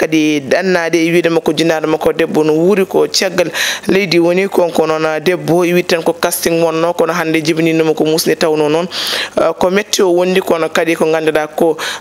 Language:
Fula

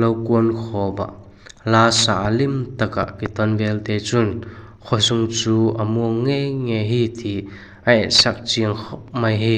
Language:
Vaiphei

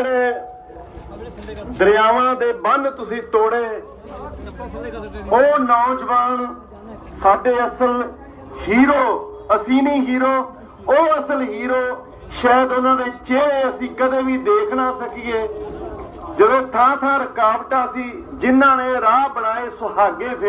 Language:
Punjabi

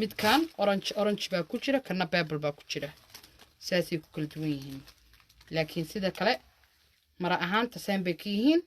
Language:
Somali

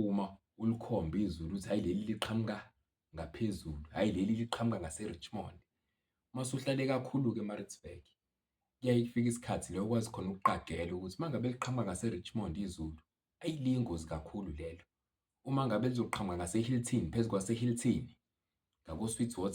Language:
Zulu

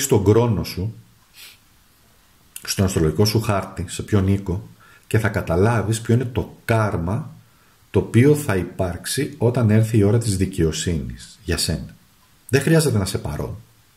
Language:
Greek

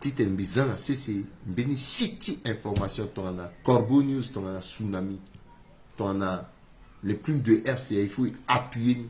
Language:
Sango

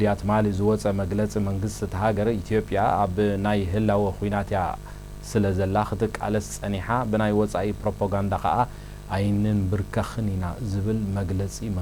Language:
Tigrinya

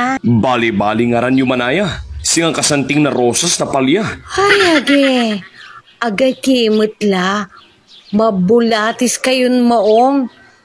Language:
Pangasinan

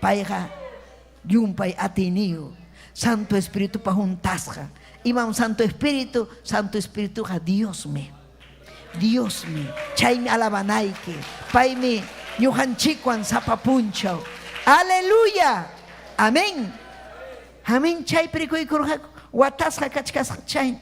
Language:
Ayacucho Quechua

